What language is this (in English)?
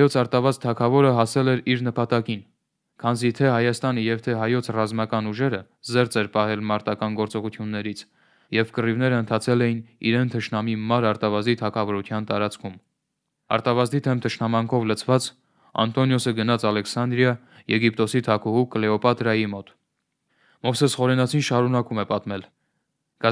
Armenian